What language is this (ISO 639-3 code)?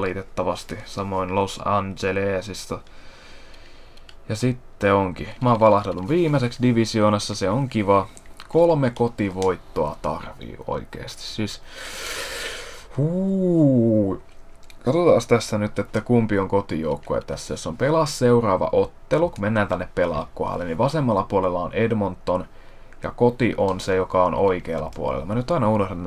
fin